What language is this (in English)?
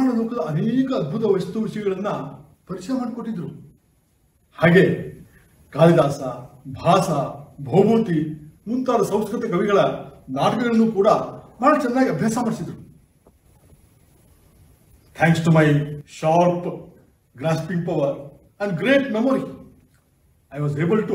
Kannada